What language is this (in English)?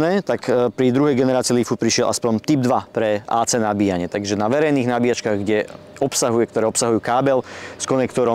Slovak